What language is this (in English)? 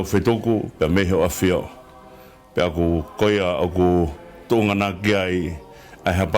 Tongan